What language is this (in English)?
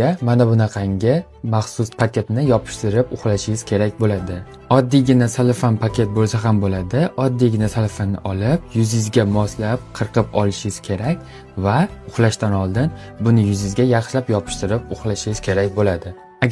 Uzbek